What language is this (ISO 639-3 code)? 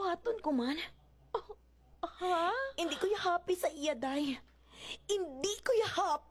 hil